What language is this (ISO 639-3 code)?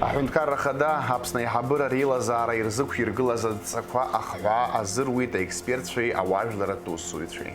abk